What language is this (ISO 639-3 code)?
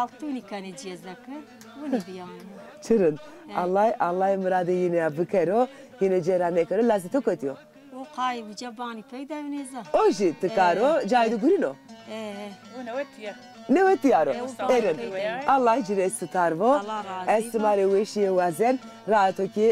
zza